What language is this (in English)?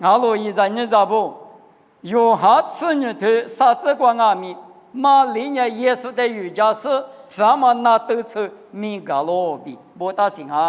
Lisu